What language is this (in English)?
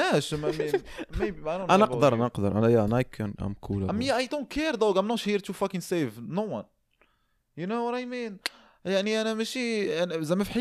Moroccan Arabic